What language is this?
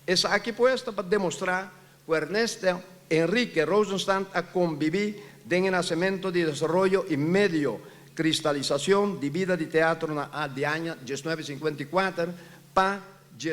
Papiamento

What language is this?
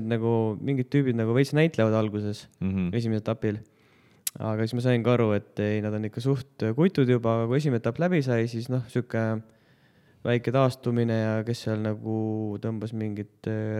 Estonian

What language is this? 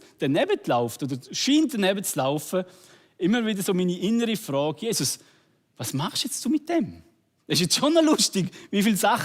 Swiss German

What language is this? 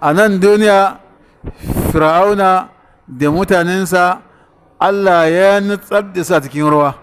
Hausa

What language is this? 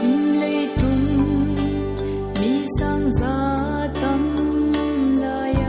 Paite Chin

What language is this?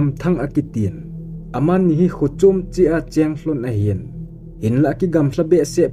Thado Chin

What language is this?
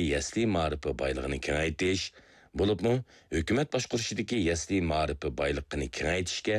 Uyghur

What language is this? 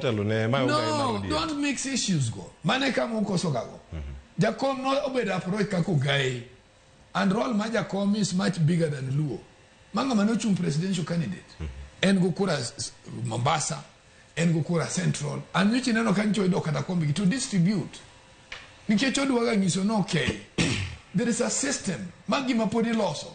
Luo (Kenya and Tanzania)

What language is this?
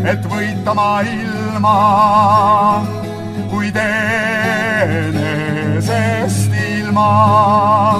Estonian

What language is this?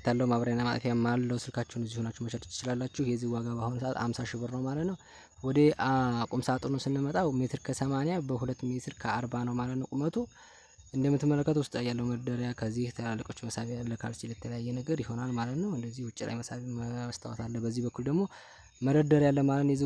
Amharic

